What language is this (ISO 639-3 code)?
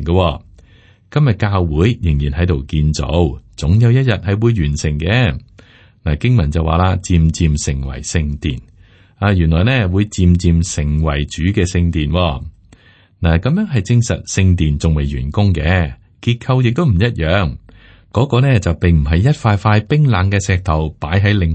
yue